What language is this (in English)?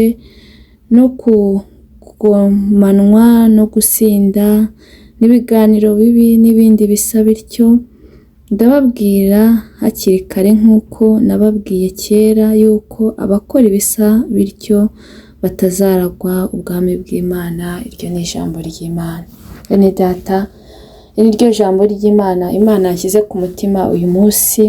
Kinyarwanda